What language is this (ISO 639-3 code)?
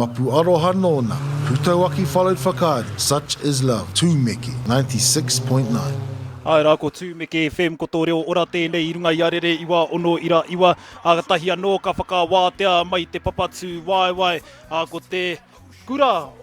mri